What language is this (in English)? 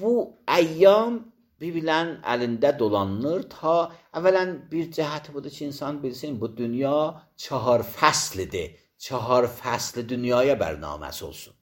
Azerbaijani